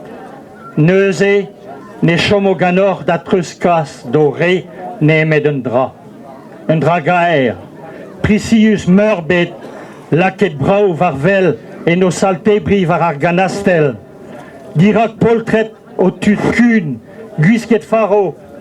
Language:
Breton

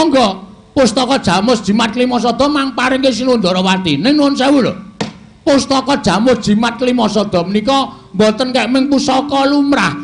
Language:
Javanese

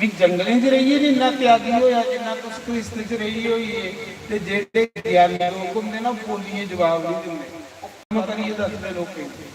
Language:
Dogri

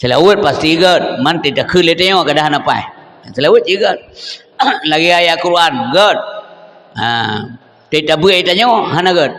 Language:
Achinese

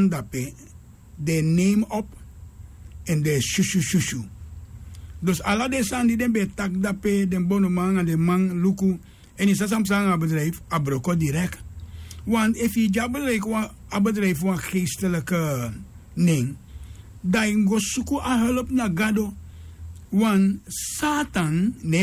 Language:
Sranan Tongo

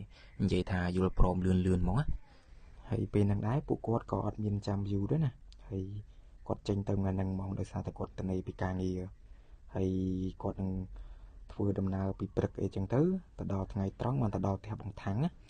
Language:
Khmer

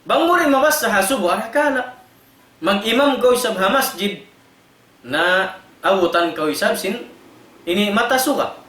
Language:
Tausug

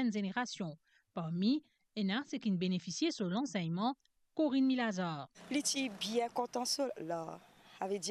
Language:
Morisyen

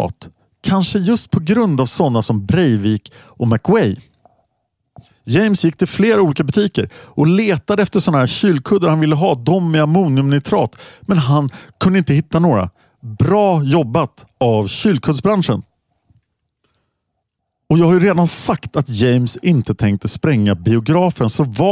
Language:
Swedish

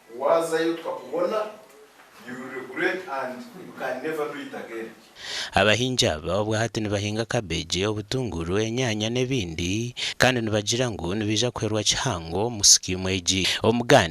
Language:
Nyankole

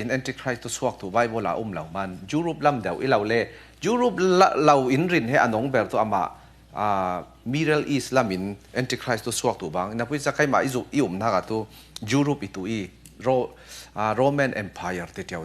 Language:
Falam Chin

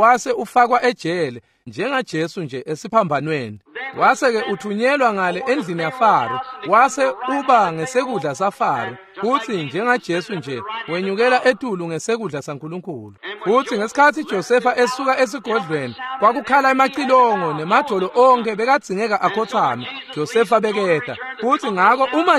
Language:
Swati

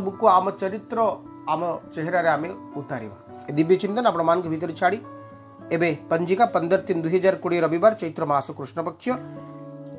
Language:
Odia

